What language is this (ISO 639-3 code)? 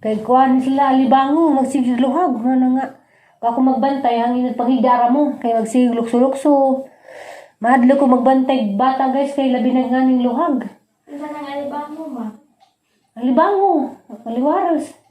ceb